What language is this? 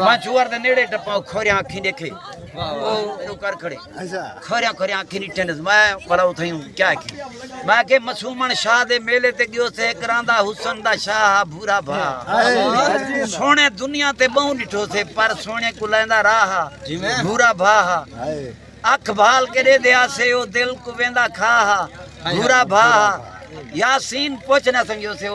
Saraiki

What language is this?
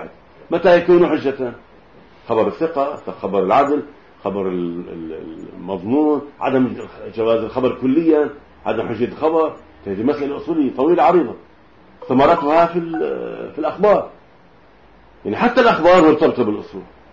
Arabic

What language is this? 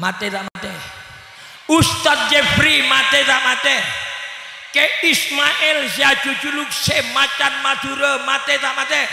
Madurese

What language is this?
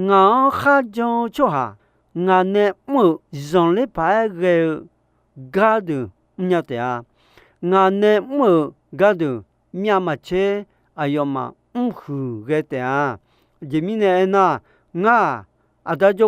Akha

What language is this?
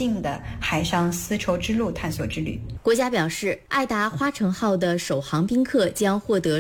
Chinese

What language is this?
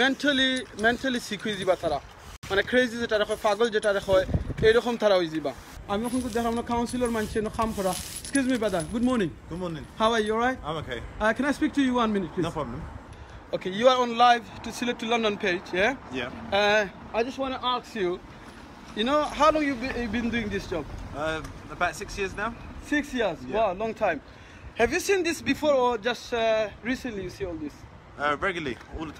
Sylheti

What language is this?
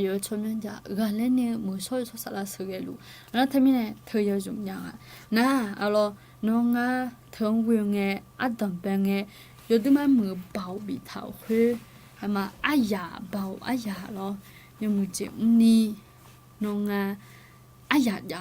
Akha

